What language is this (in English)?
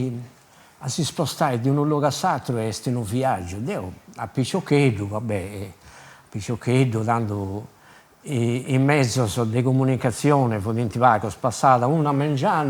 Sardinian